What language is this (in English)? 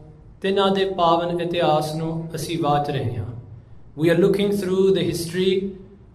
Punjabi